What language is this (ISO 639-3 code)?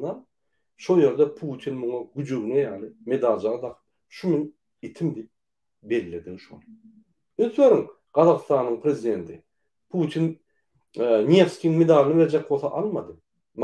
tuk